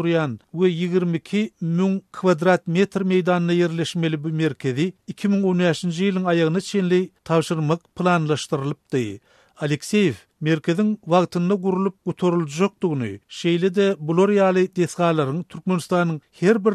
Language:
Turkmen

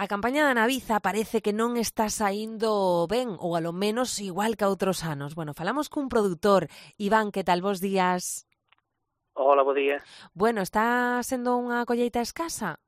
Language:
Galician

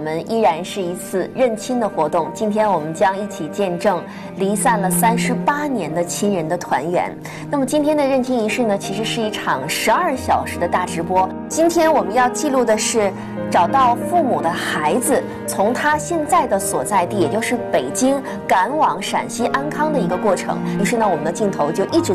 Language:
Chinese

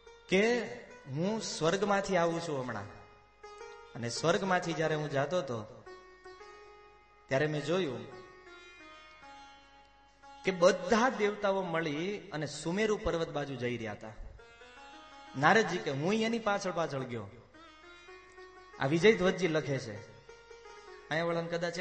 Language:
Gujarati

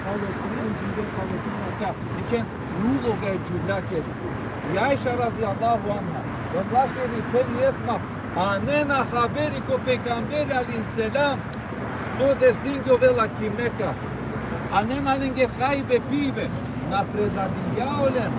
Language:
Balkan Romani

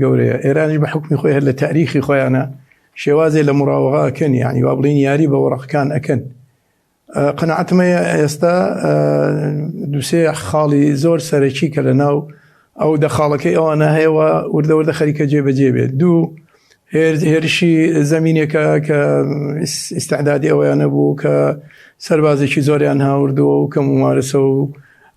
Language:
Central Kurdish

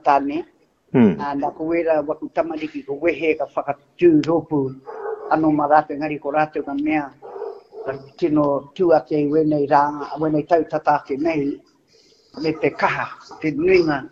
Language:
Māori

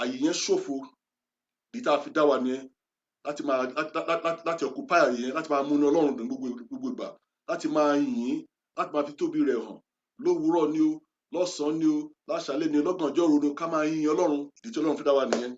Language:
Yoruba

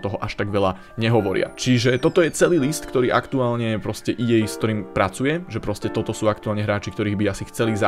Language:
Slovak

